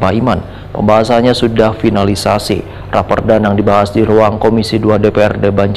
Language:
Banjar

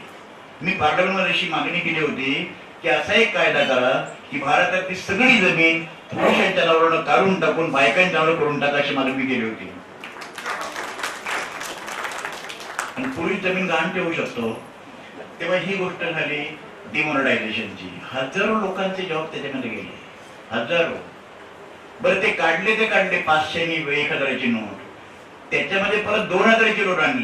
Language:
Marathi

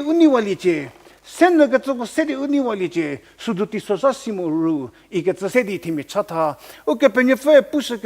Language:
Angami Naga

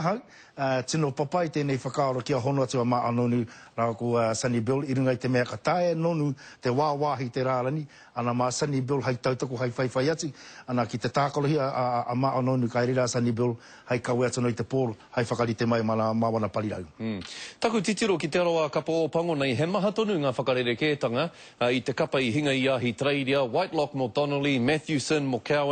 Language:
Māori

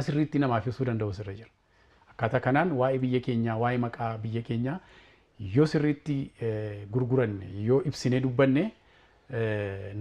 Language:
Oromo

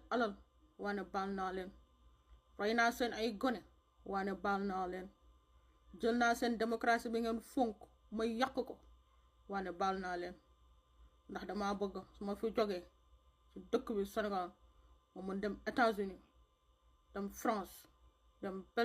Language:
Wolof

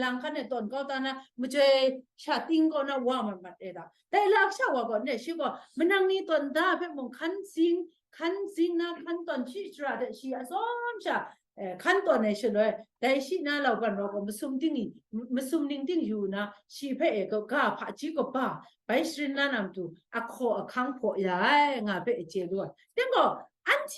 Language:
Kachin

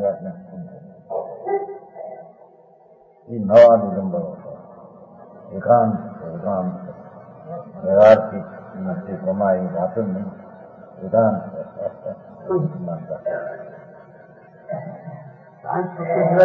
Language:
Gujarati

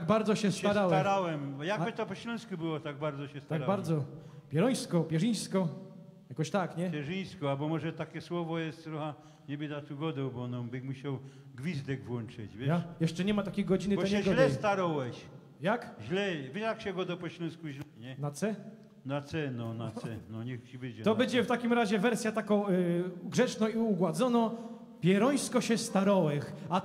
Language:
Silesian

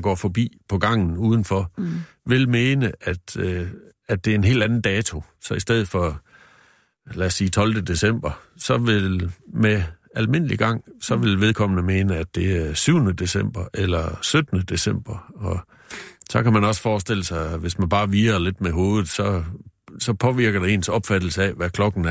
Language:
Danish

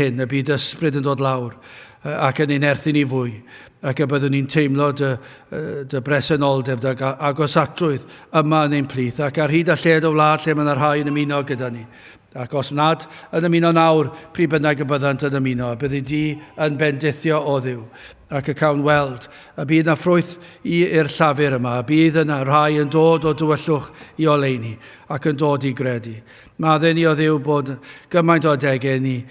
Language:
Welsh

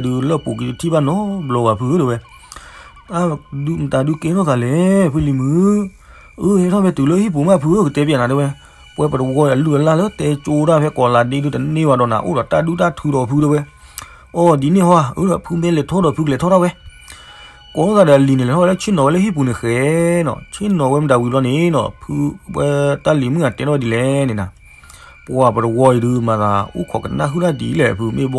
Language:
S'gaw Karen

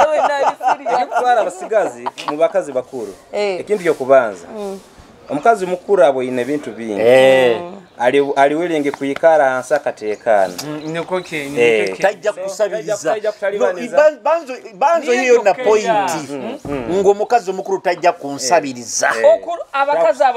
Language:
Nyoro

